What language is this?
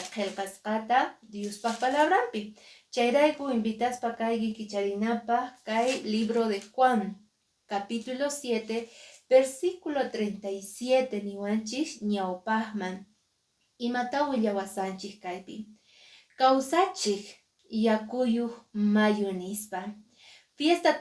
Quechua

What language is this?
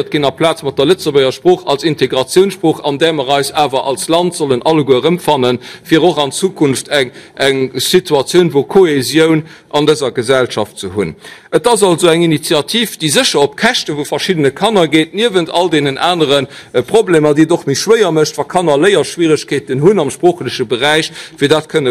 Luxembourgish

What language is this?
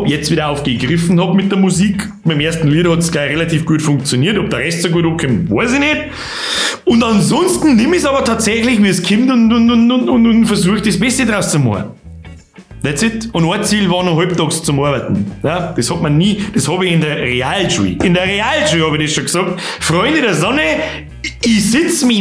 Bavarian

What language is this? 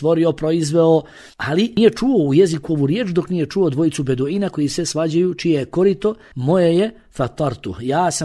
Bosnian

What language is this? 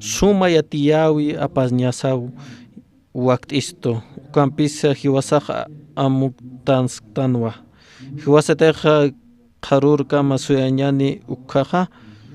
Aymara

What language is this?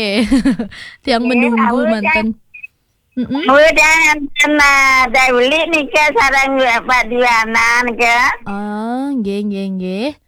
Balinese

